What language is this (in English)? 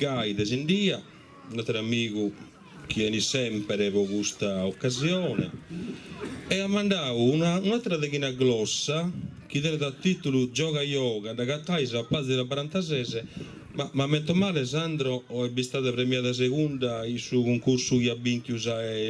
Sardinian